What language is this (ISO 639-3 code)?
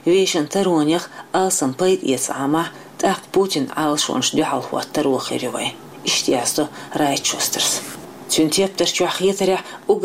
che